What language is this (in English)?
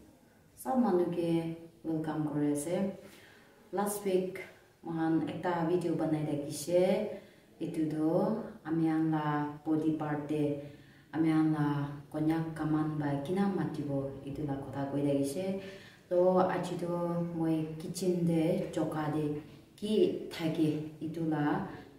Naga Pidgin